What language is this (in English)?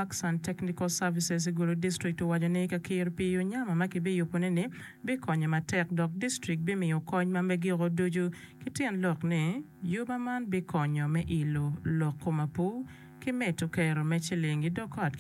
Acoli